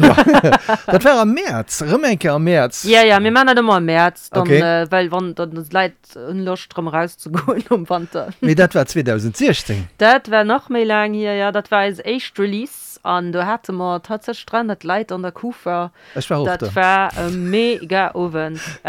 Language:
Luxembourgish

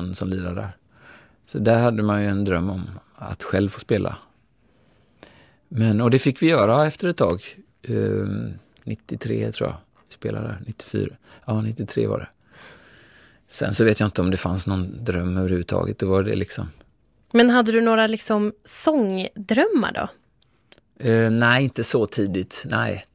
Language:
Swedish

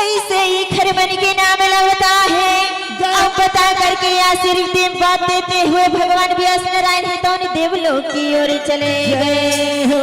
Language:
Chhattisgarhi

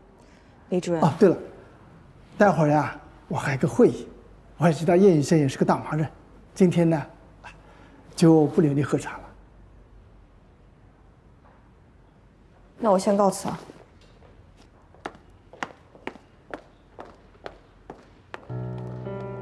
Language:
Chinese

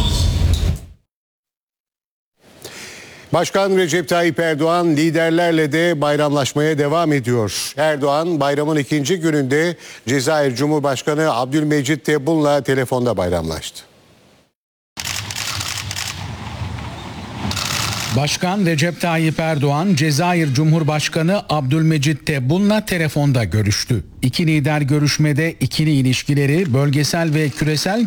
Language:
Turkish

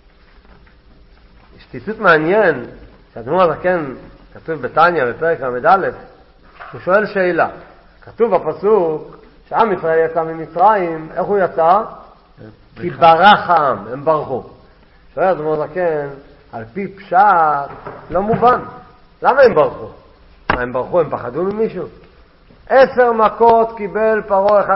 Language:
Hebrew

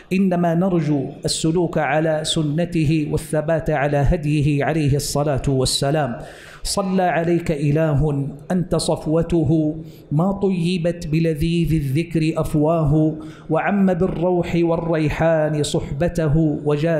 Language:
Arabic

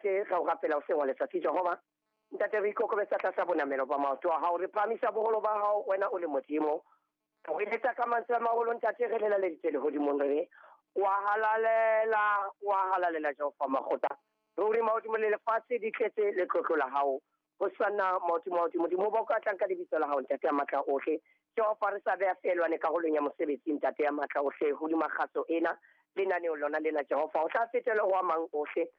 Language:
Southern Sotho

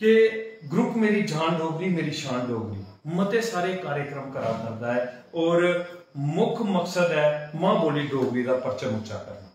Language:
Dogri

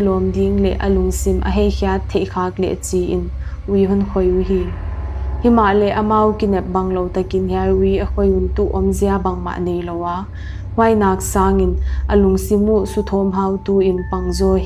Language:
Paite Chin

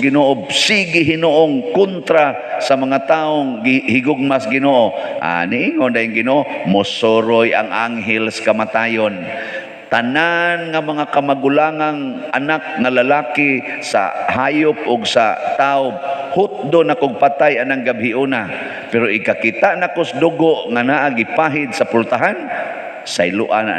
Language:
Cebuano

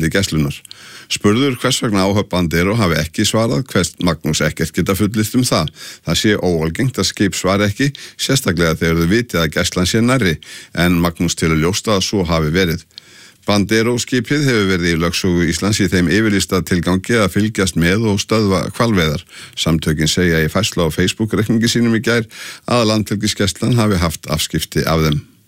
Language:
Icelandic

